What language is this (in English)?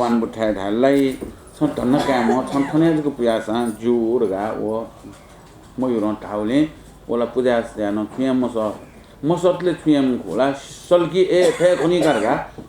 Newari